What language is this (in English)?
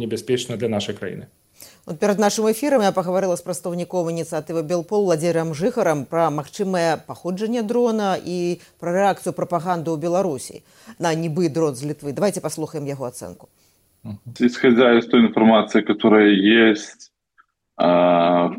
Belarusian